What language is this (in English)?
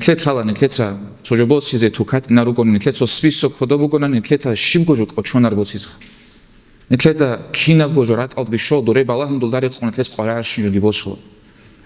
Avaric